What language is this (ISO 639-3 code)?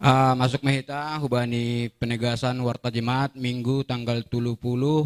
bts